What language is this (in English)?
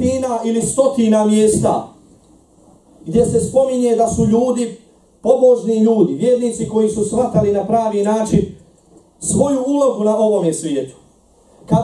Bosnian